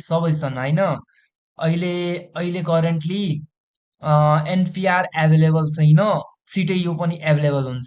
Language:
Nepali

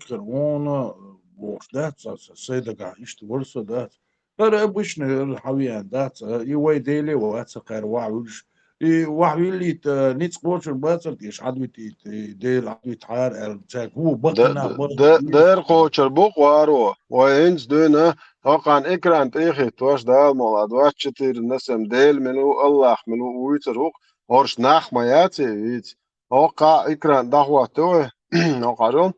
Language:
Chechen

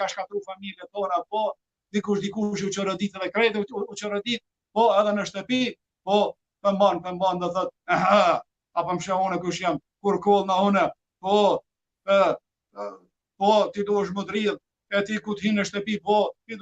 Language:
Albanian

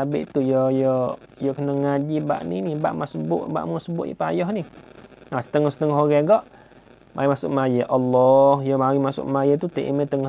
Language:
Malay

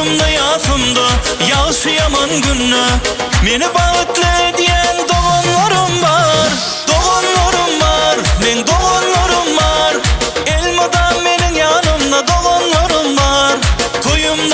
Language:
Turkmen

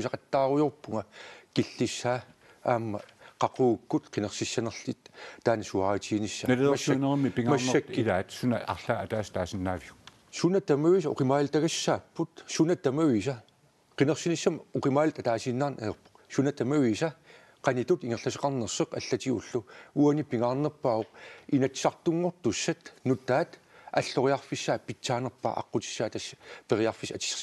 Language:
Kalaallisut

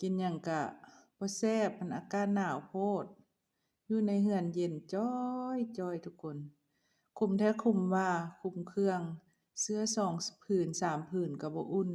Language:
Lao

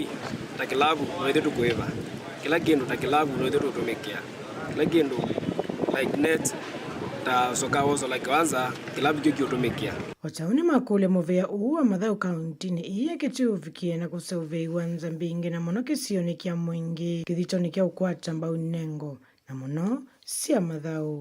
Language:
Kamba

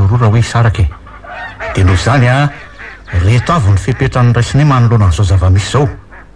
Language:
Malagasy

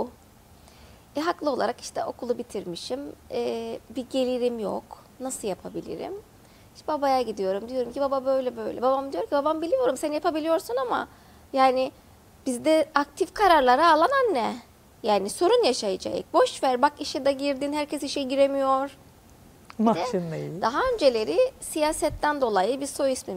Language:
Turkish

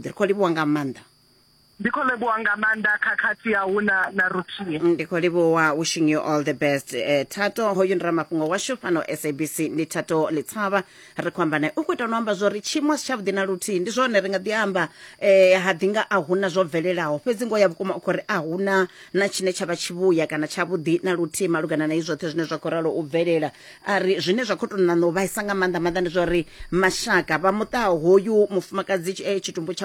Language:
Venda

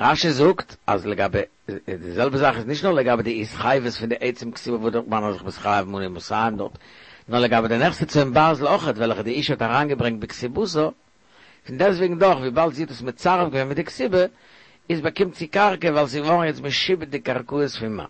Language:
Yiddish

